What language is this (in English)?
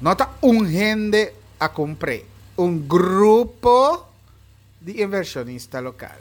Papiamento